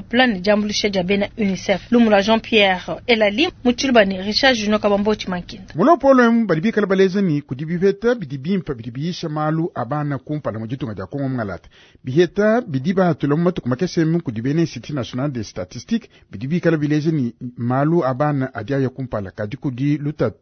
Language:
Luba-Lulua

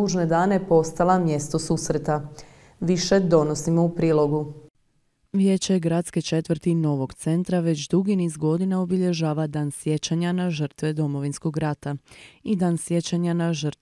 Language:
Croatian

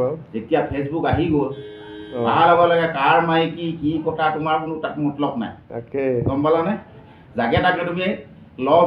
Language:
Assamese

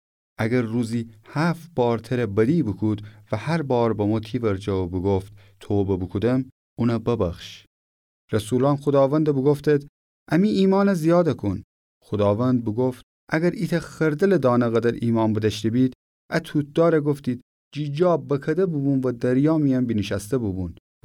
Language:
Gilaki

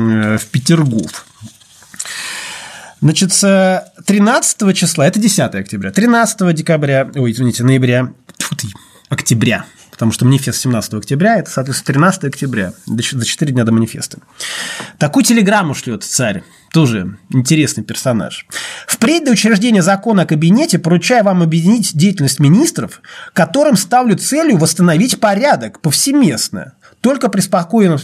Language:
Russian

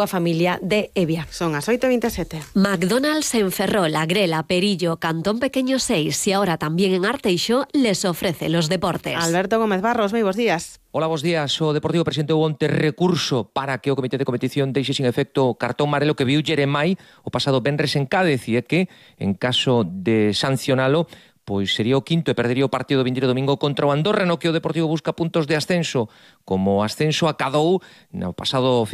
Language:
Galician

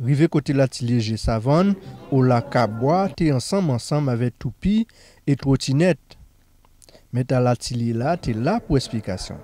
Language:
Guadeloupean Creole French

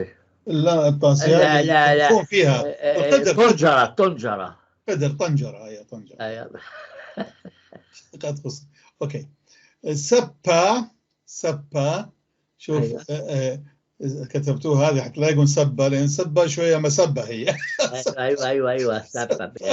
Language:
North Levantine Arabic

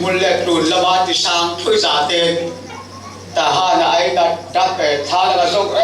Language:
Falam Chin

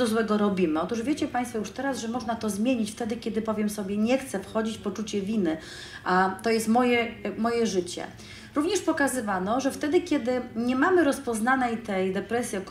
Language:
Polish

